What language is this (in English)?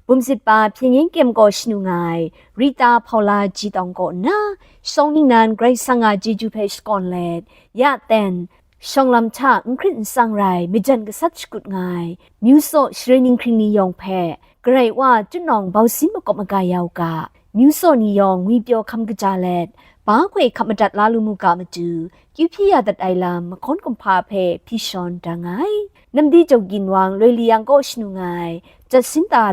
Kachin